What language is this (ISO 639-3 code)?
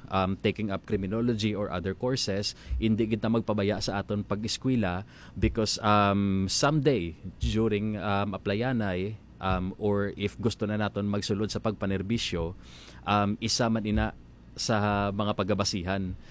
hil